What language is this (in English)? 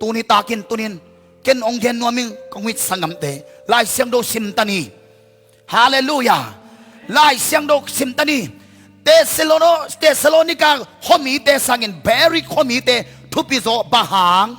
Tedim Chin